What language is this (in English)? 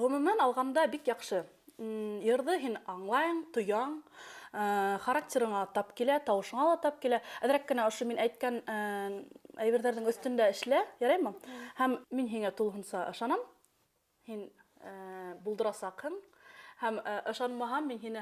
Bashkir